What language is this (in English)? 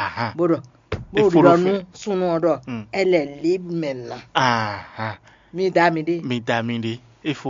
Fon